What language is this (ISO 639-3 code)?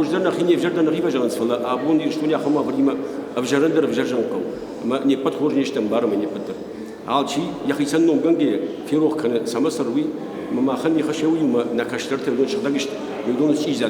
oss